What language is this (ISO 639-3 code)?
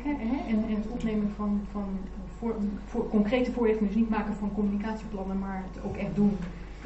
nld